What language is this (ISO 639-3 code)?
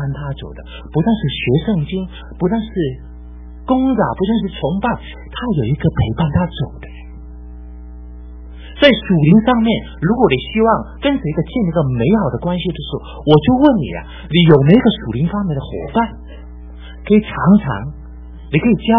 zho